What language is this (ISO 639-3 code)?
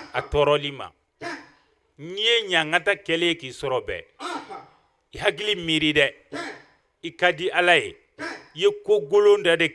bam